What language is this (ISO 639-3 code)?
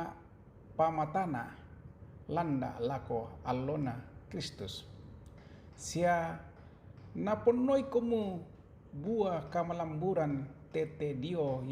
sda